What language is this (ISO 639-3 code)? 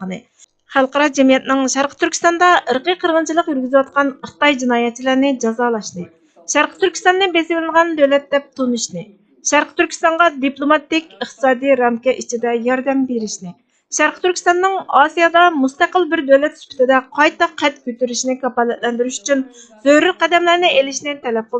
uig